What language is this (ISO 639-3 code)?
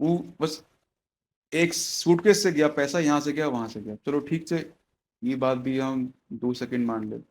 mai